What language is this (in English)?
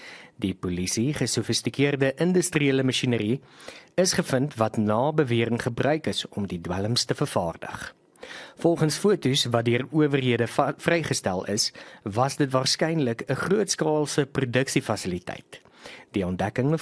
Afrikaans